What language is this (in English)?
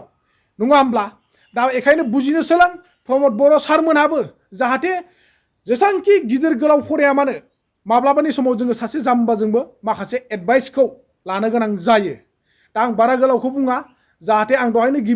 Bodo